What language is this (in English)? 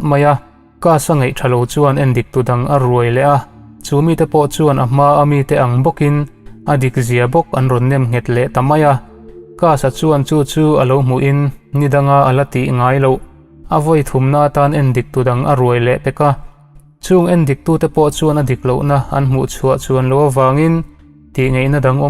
Mizo